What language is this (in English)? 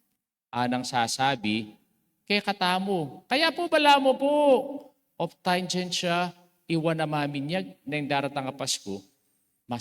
Pampanga